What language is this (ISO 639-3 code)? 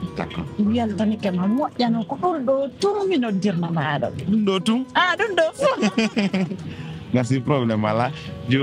fuf